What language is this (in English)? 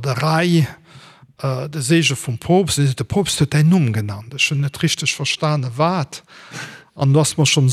Luxembourgish